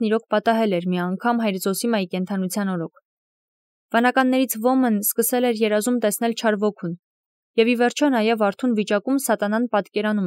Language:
Armenian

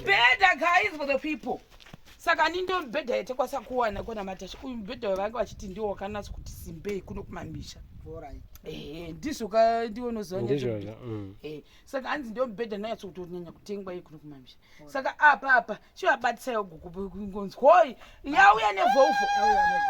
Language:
Shona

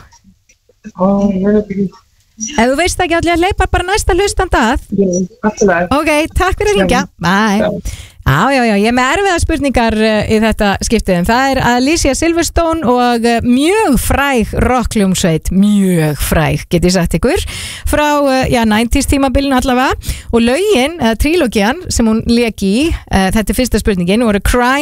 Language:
Icelandic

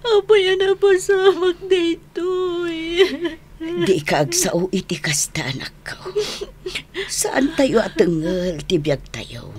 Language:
Iloko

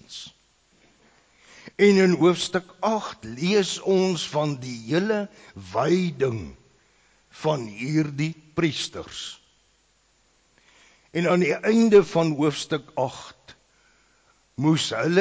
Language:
Afrikaans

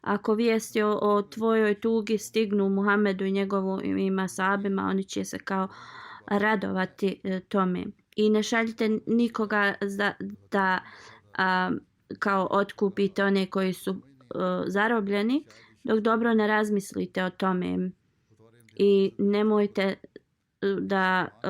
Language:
Bosnian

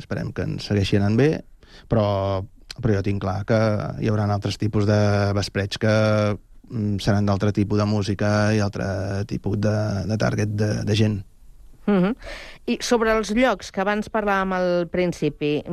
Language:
Catalan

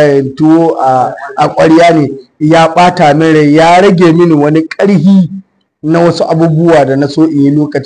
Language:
Hausa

